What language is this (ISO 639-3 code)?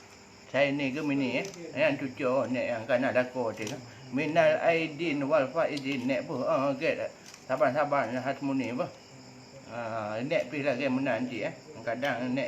ace